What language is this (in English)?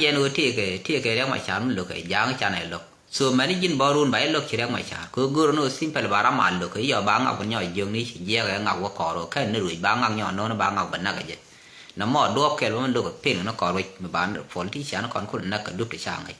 Nuer